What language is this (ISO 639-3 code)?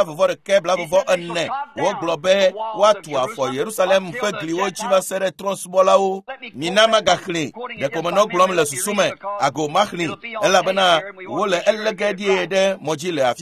ewe